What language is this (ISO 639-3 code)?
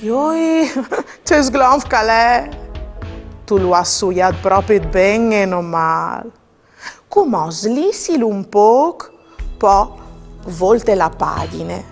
fur